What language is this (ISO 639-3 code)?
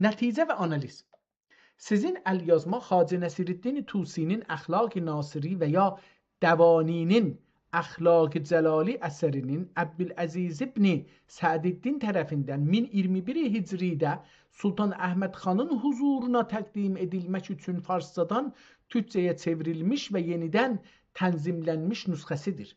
azb